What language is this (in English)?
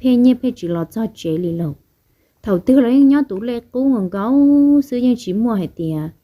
Hmong